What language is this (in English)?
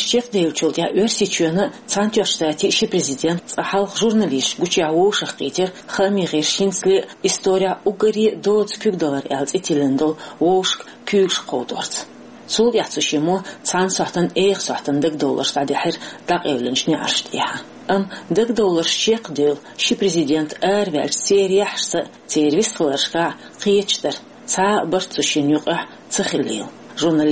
Chechen